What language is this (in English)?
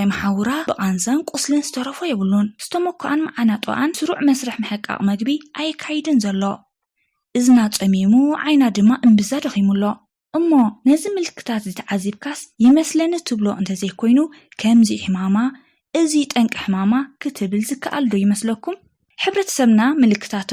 Tigrinya